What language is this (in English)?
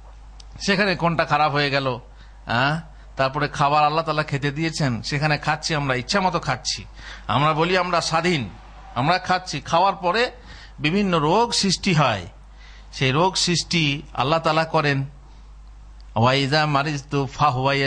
Bangla